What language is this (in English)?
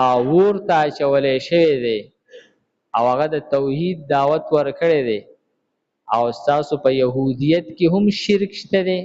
Pashto